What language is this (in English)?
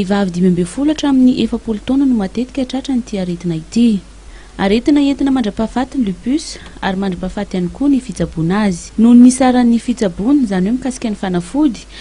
Malagasy